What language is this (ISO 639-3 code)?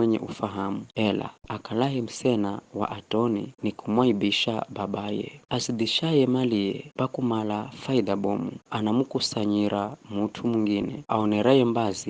nyf